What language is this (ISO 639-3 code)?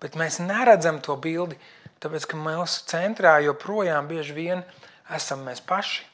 lav